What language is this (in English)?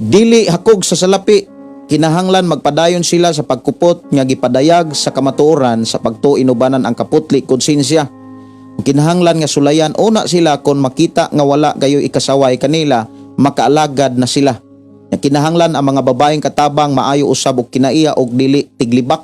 Cebuano